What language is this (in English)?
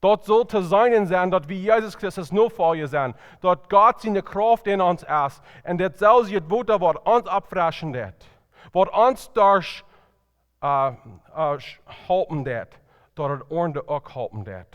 Plautdietsch